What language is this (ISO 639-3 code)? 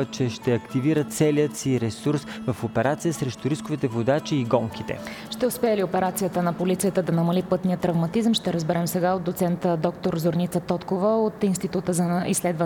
bul